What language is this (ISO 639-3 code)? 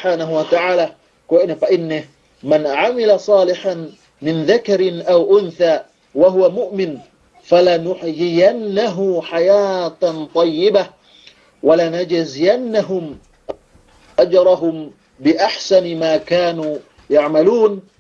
yka